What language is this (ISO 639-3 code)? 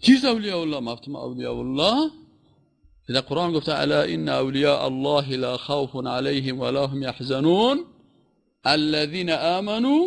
fas